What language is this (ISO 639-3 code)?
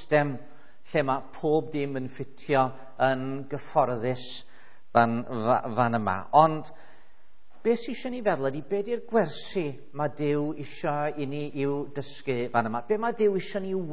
cym